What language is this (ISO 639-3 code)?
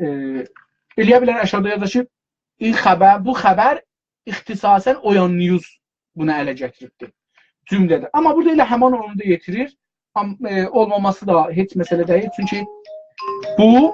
azb